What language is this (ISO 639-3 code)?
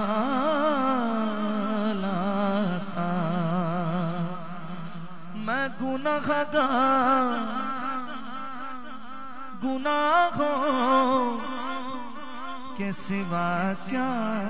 urd